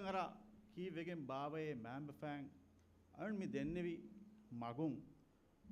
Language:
Divehi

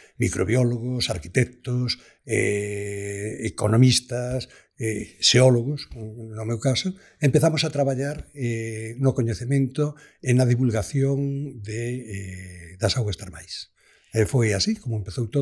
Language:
Galician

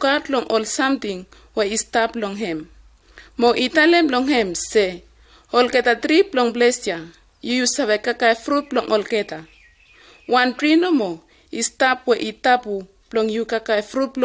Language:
Bislama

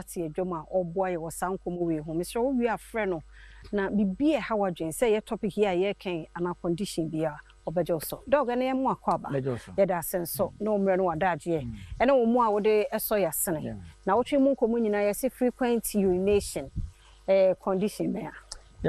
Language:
Akan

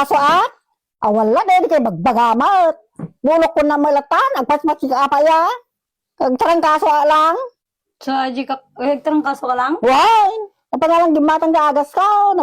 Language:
Iloko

